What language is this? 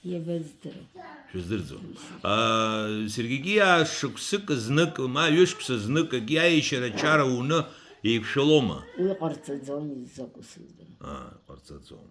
Abkhazian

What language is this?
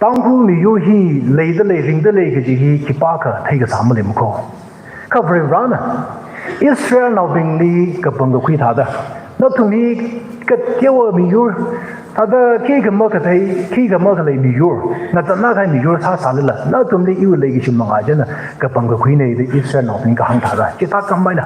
Tangkhul Naga (India)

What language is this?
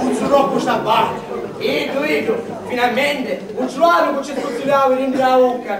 Sicilian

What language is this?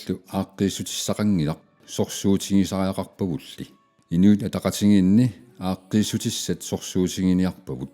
Kalaallisut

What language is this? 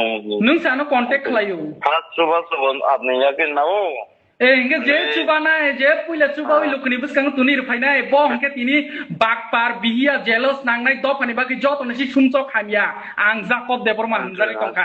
Kok Borok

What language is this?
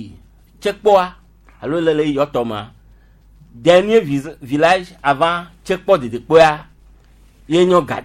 Gen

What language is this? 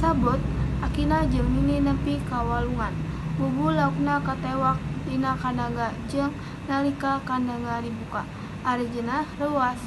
Sundanese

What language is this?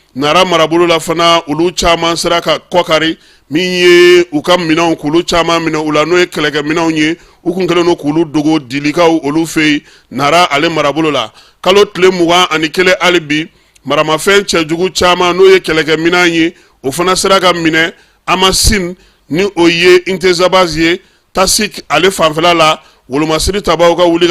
Bambara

